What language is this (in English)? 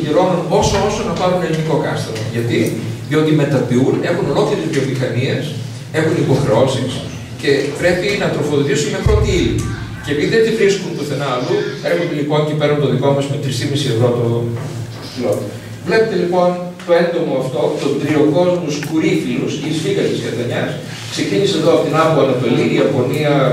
Greek